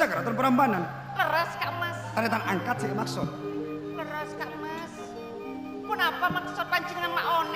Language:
Madurese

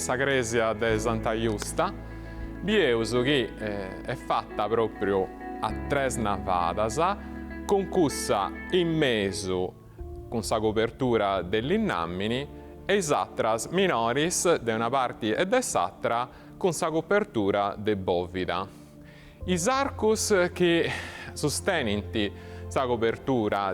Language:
Sardinian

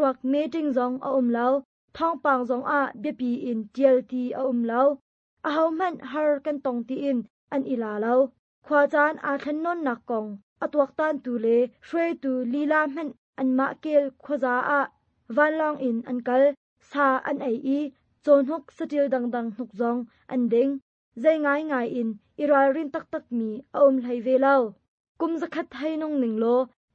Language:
Hakha Chin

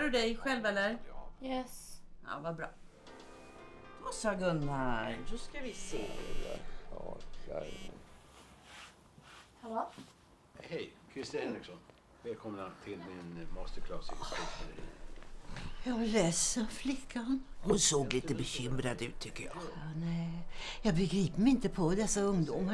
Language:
Swedish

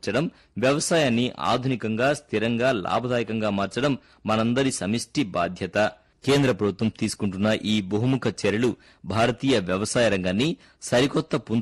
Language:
Telugu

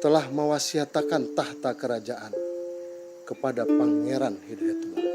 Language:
Banjar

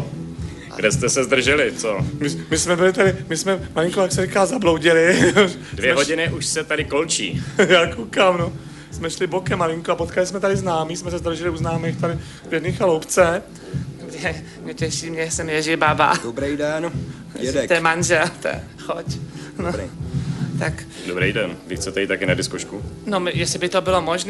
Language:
Czech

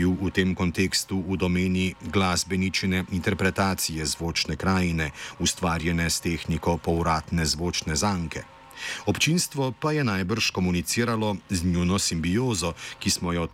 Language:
Slovenian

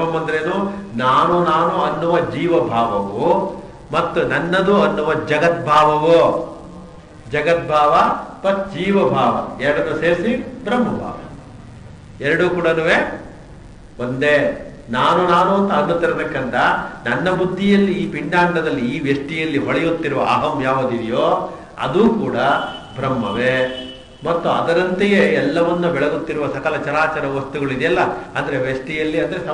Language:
Kannada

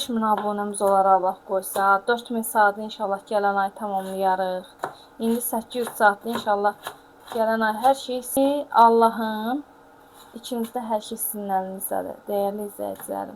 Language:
Azerbaijani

